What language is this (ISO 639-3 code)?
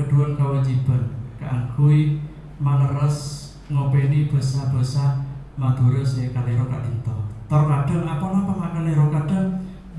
mad